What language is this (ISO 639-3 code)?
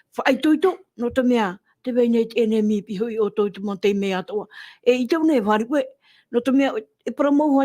tah